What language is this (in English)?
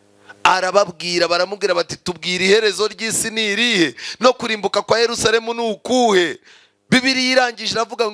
Kinyarwanda